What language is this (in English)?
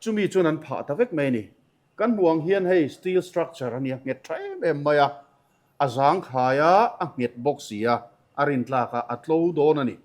Mizo